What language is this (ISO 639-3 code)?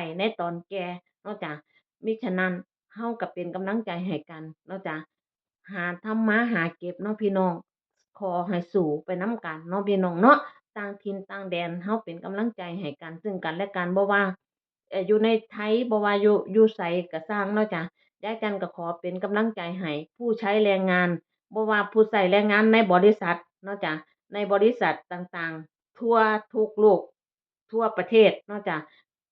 tts